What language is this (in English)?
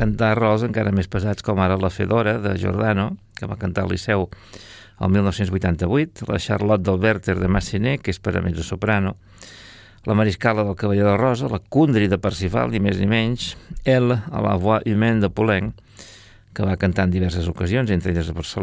Catalan